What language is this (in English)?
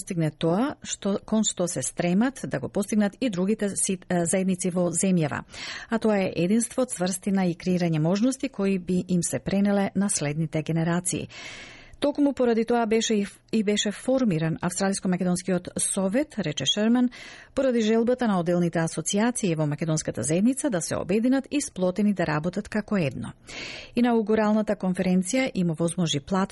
Macedonian